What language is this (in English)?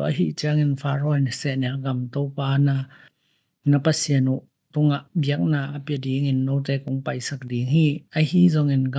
Tedim Chin